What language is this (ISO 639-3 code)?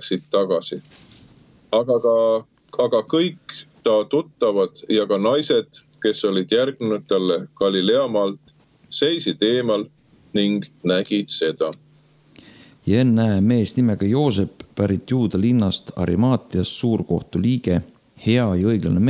est